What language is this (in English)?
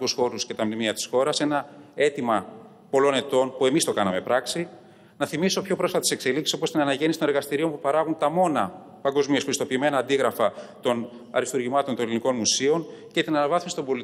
Greek